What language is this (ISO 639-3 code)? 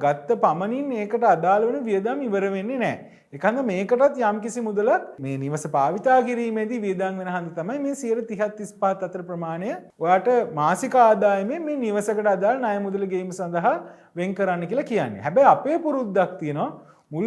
sin